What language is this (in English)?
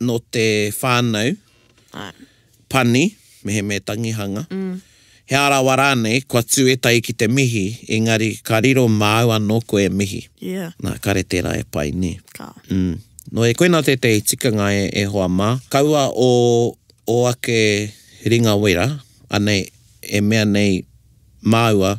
Māori